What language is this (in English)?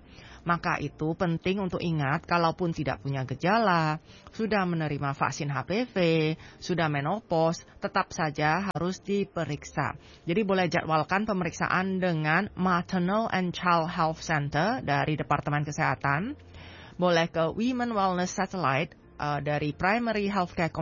Indonesian